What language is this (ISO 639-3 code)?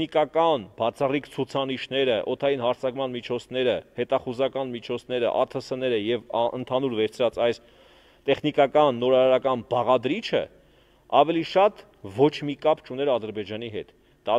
hye